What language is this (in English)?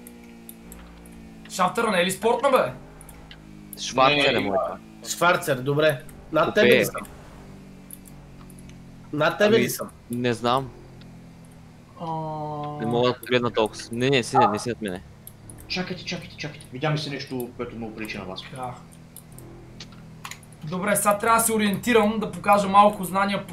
Bulgarian